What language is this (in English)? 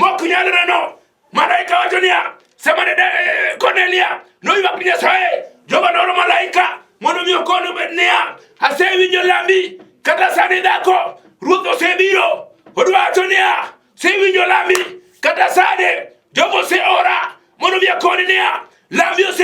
Luo (Kenya and Tanzania)